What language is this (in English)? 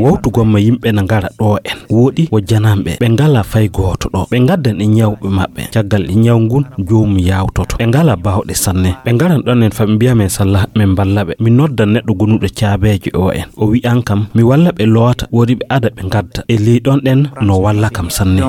Fula